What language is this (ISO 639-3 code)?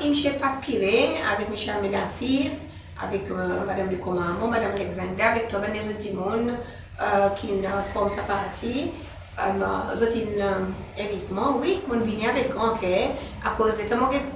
crs